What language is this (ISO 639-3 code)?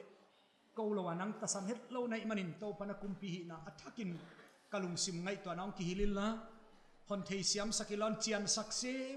pck